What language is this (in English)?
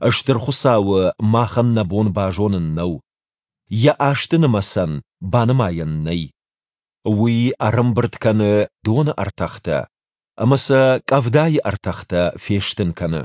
Ossetic